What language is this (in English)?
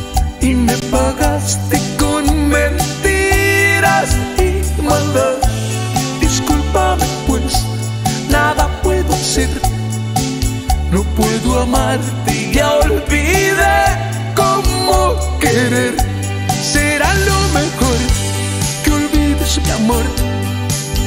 Spanish